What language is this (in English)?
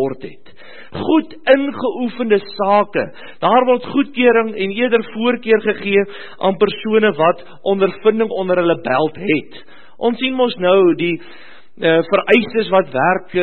Afrikaans